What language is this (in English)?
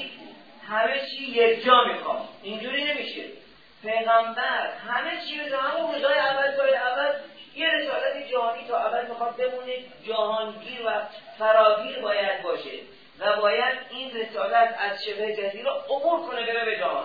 Persian